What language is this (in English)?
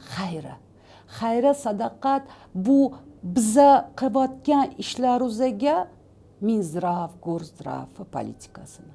Uzbek